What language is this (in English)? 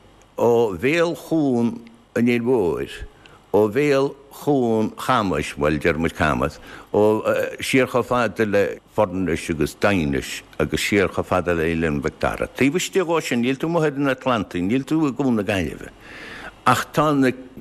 Irish